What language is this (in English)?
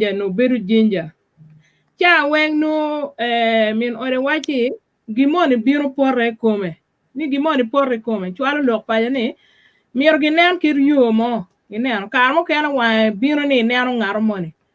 Acoli